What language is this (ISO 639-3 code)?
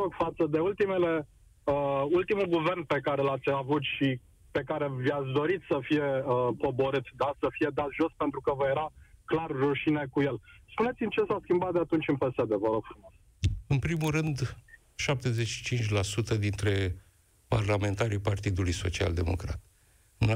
ron